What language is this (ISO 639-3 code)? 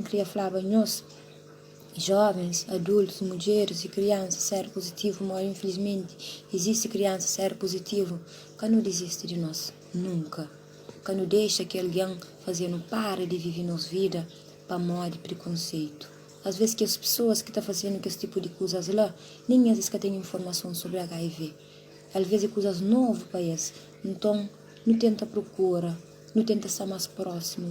kea